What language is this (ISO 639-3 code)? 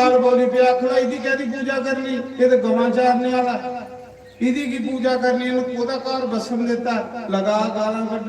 doi